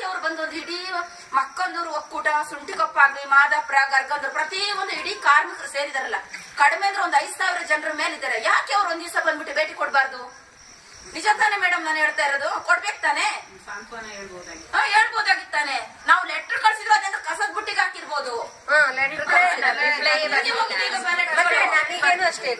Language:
Kannada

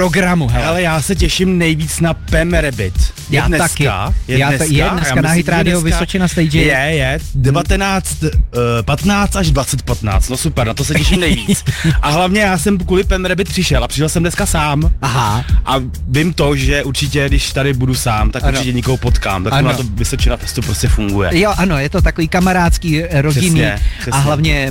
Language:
Czech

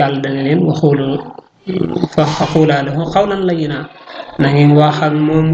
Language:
Wolof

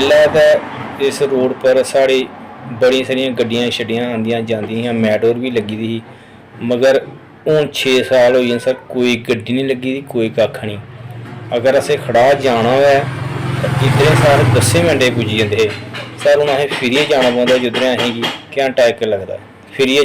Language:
Dogri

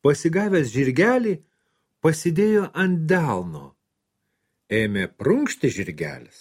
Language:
Lithuanian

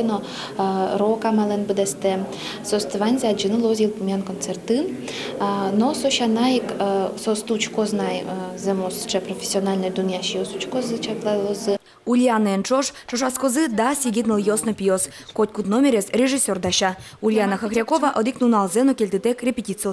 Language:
Udmurt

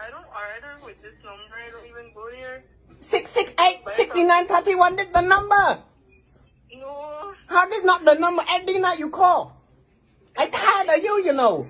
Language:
Jamaican Creole English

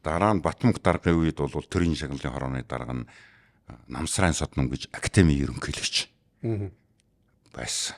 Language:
Mongolian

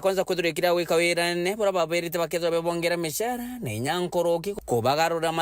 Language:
Meru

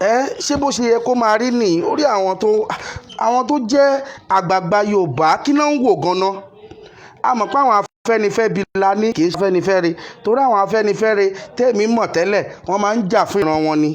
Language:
Yoruba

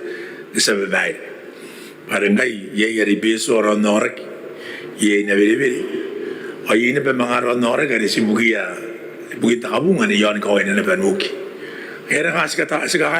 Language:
Gilbertese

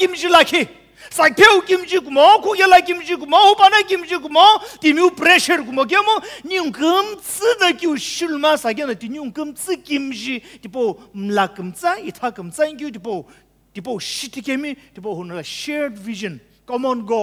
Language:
Sumi Naga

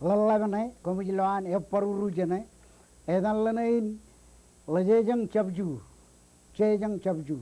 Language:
Marshallese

